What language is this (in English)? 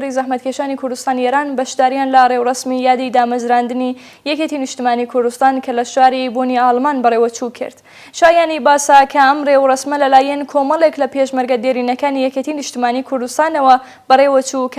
Central Kurdish